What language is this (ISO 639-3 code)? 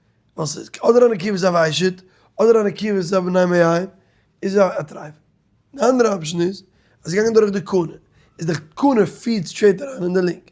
yid